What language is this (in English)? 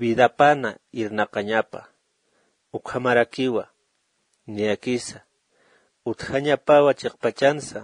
Aymara